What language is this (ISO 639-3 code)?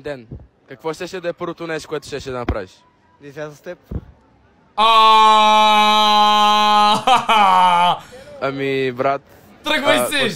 bul